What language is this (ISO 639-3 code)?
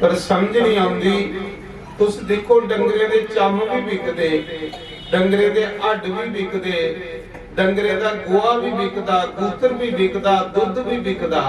doi